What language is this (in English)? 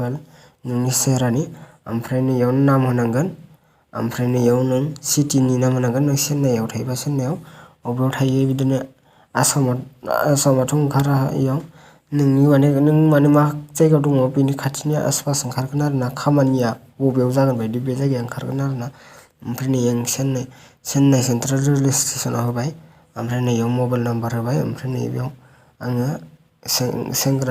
Bodo